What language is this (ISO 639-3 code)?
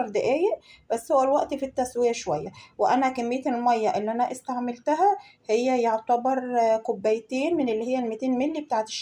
arz